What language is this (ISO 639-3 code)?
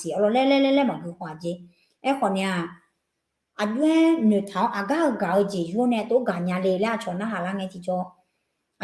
ahk